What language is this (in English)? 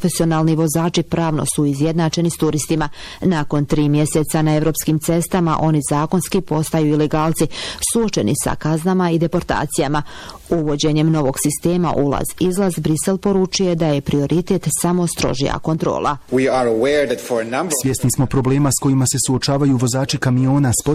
Bosnian